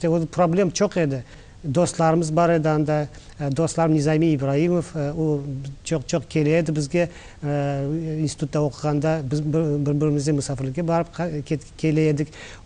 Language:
Crimean Tatar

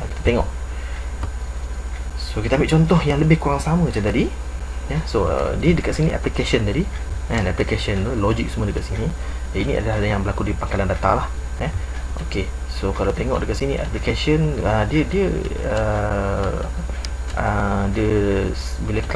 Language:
Malay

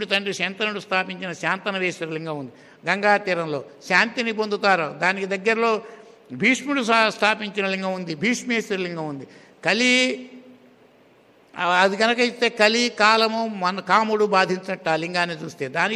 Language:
Telugu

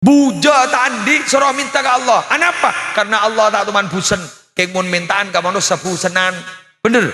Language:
Madurese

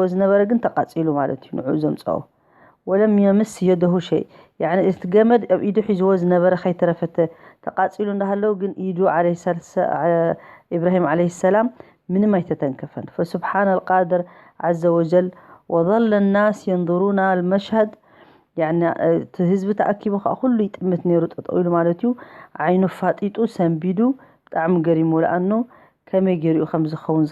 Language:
Tigrinya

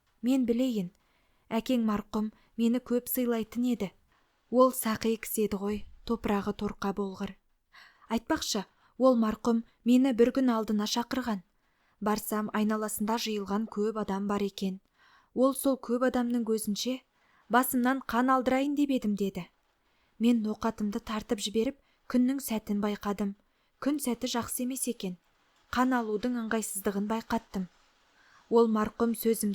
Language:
Kazakh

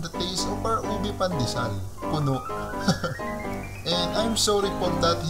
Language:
Filipino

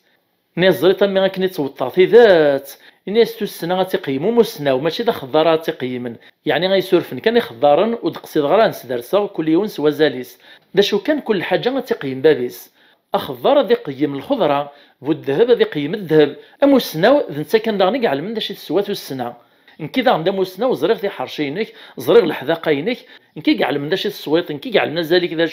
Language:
Kabyle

